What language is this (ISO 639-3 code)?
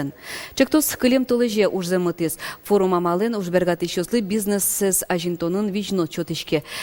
udm